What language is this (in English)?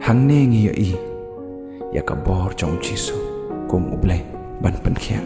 Khasi